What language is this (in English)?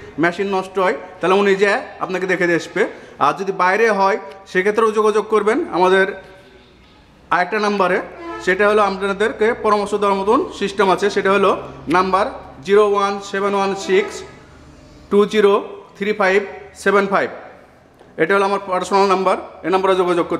Bangla